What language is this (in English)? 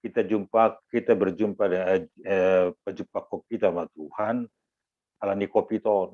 Batak Simalungun